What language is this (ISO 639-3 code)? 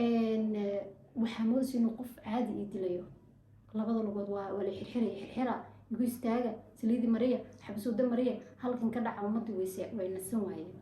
som